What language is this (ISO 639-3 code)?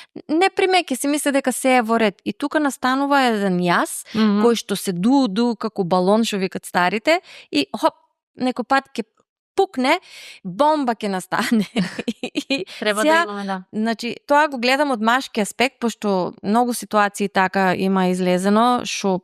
mkd